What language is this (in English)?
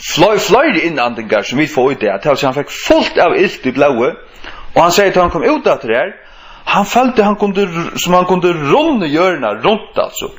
Faroese